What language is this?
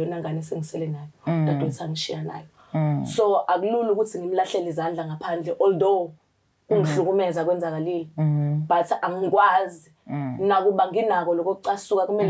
Zulu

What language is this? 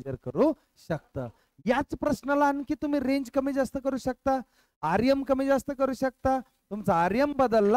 Marathi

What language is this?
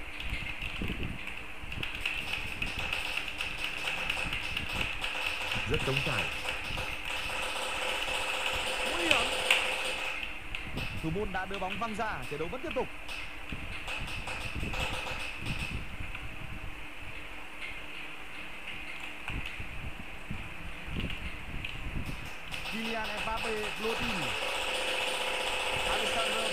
Vietnamese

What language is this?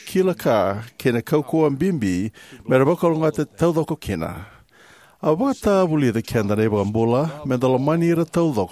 Fijian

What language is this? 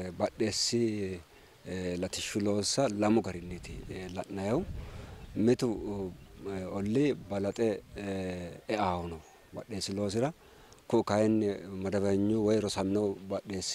Sidamo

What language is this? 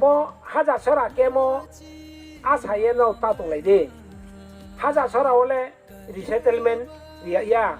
Riang (India)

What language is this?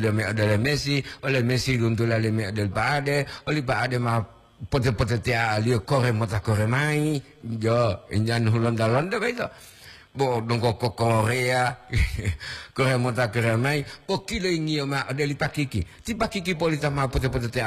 Gorontalo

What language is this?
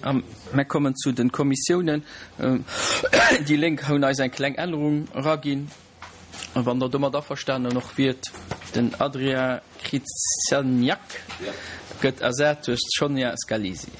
Luxembourgish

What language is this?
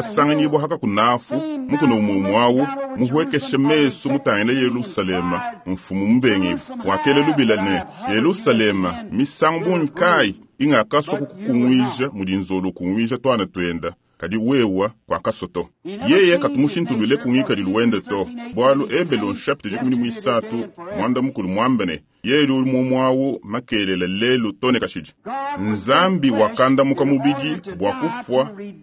Luba-Lulua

